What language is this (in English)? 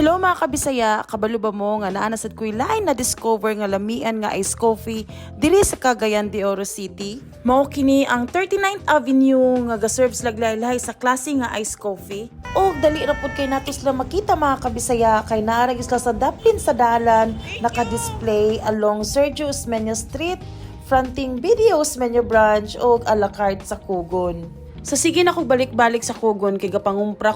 Cebuano